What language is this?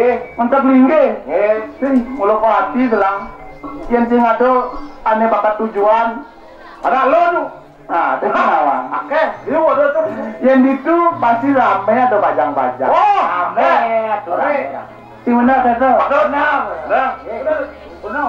Balinese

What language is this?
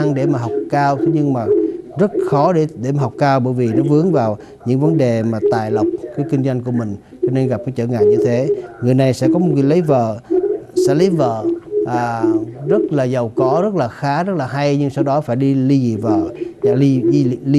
Vietnamese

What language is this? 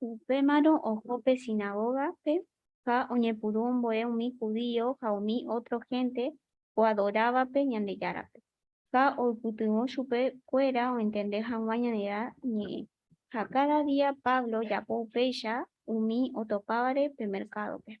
Guarani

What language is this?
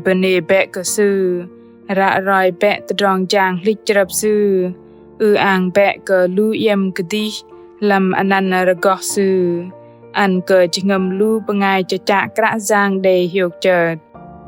Bahnar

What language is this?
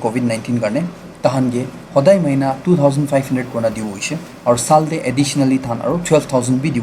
Naga Pidgin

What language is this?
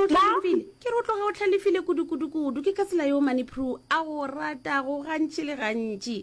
Northern Sotho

